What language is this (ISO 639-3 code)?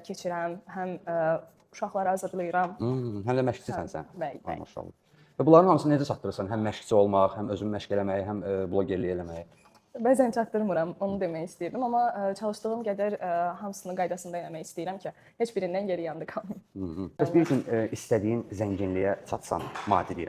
aze